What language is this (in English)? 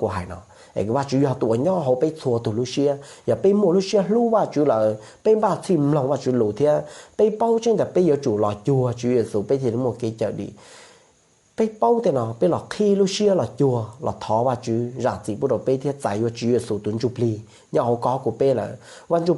Hmong